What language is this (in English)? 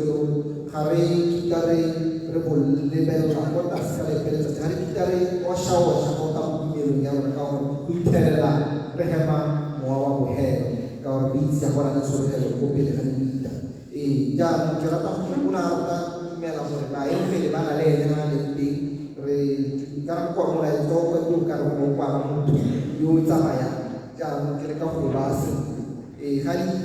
Tswana